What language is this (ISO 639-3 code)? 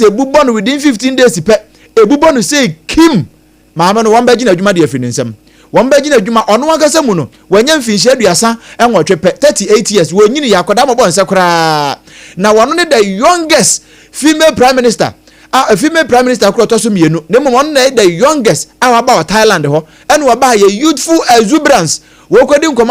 aka